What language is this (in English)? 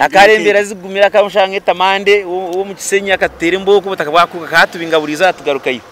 Nyankole